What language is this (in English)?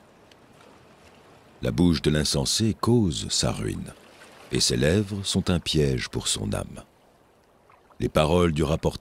French